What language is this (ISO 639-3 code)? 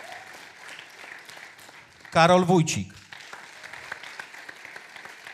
pol